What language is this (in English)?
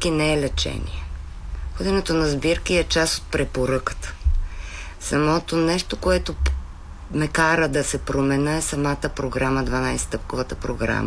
Bulgarian